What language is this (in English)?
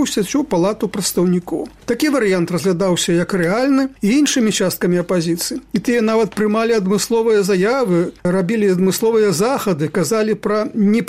Belarusian